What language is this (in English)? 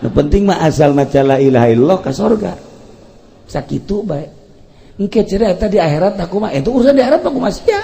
Sundanese